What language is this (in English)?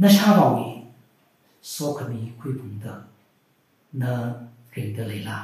Tangkhul Naga (India)